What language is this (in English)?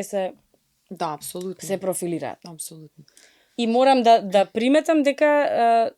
Macedonian